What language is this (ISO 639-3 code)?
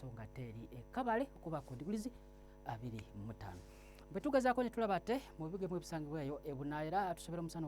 lug